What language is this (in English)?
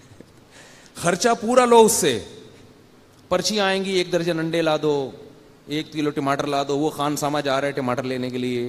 Urdu